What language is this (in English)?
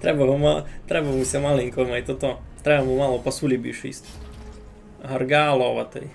Rusyn